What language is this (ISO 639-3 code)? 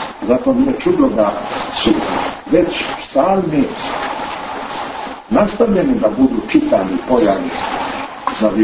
hrv